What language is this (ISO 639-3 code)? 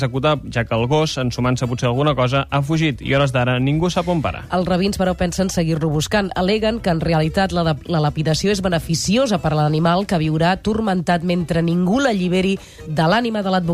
cat